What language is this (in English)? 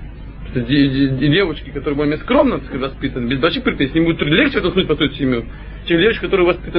Russian